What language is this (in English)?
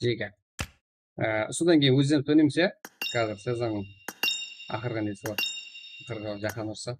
Kara-Kalpak